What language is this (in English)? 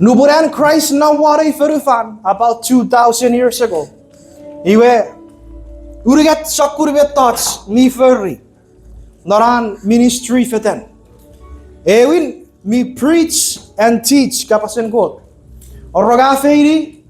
Chuukese